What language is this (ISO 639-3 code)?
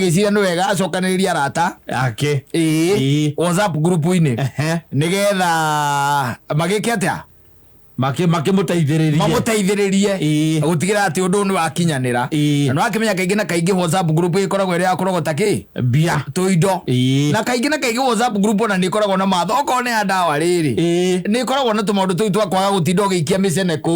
kik